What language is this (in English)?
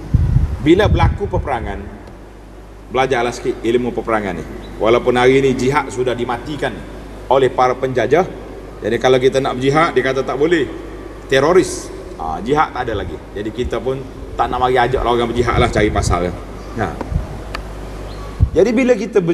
Malay